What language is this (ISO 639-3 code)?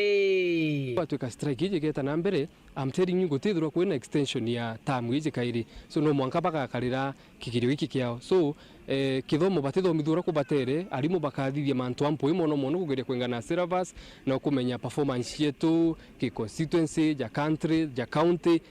mer